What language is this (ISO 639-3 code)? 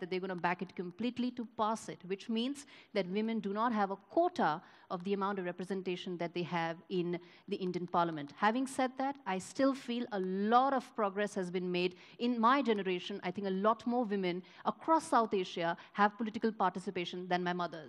eng